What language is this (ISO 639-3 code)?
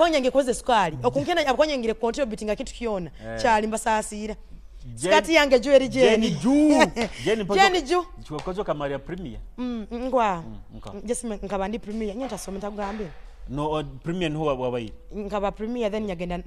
nyo